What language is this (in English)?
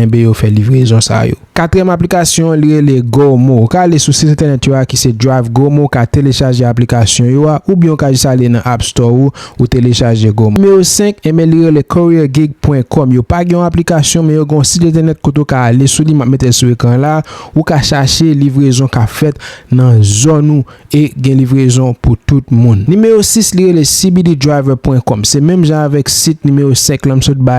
Haitian Creole